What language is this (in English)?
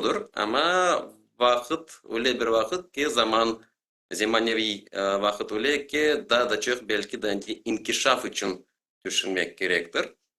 Crimean Tatar